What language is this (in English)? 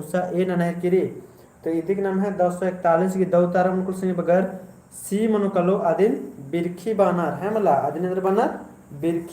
Kurukh